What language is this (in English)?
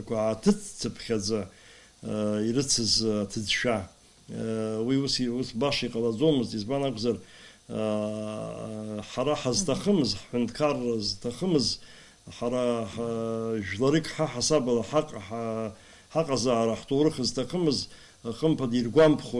Abkhazian